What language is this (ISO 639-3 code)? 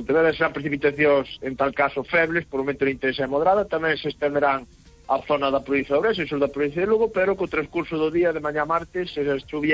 glg